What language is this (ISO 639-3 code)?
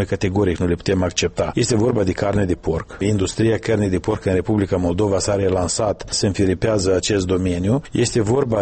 ron